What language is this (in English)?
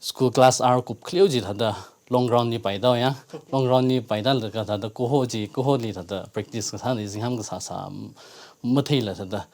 Tangkhul Naga (India)